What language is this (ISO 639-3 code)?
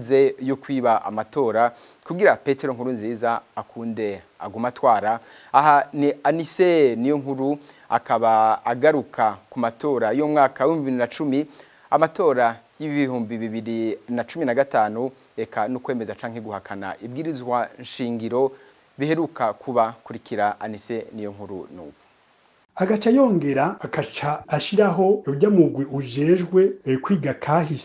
run